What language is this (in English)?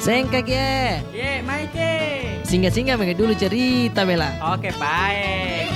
Makassar Malay